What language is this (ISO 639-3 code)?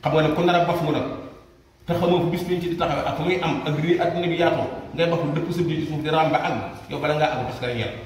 wol